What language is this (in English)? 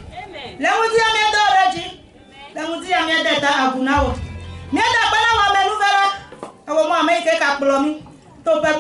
Ewe